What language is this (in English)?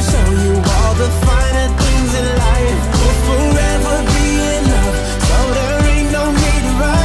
English